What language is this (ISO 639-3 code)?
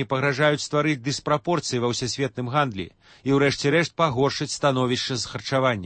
bel